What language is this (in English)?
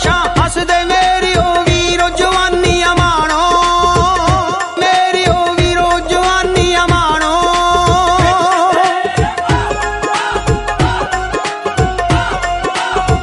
Punjabi